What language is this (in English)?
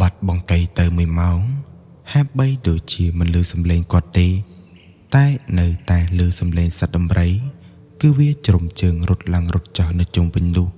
Khmer